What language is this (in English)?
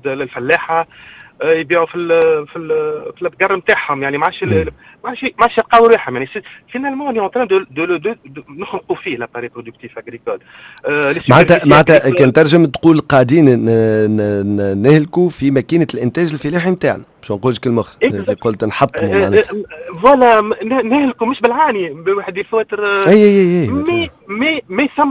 Tunisian Arabic